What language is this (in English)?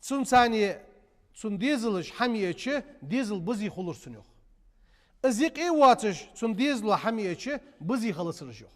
Ingush